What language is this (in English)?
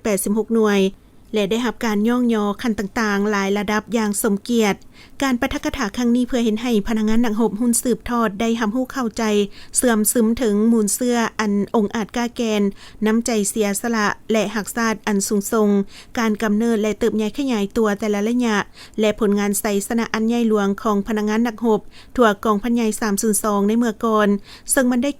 Lao